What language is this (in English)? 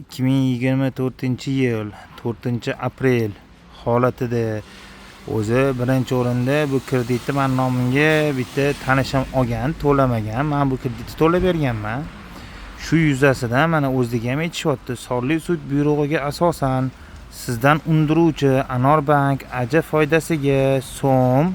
Uzbek